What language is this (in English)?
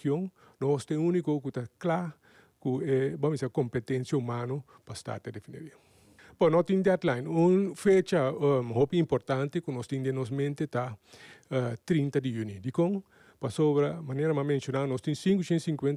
Papiamento